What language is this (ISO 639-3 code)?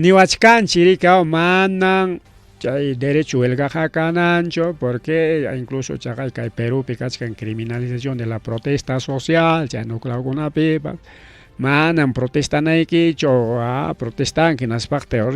quy